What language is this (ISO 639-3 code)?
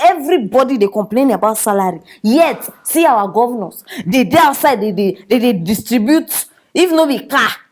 pcm